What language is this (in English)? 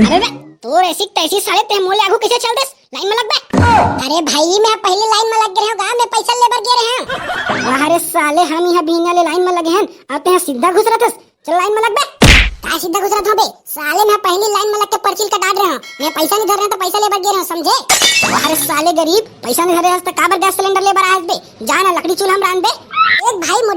Chhattisgarhi